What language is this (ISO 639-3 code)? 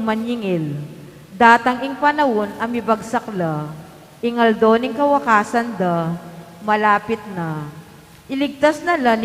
pam